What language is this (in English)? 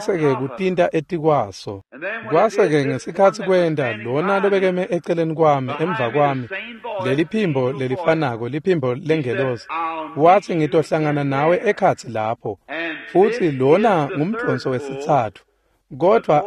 Swati